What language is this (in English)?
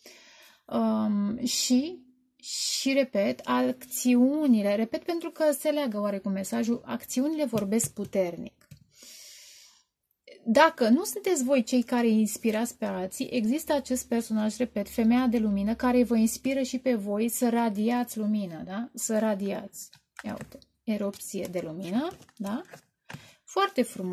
Romanian